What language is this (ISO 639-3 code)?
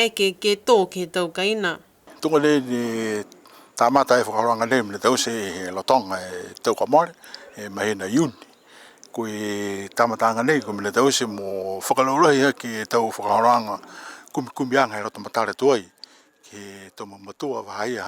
niu